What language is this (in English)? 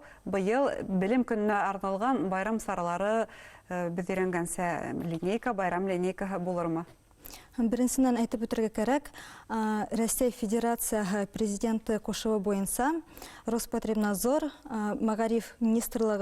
Bashkir